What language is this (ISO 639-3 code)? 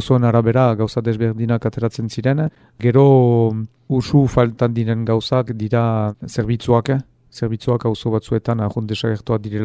eus